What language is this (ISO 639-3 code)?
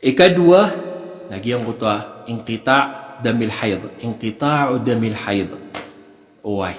mrw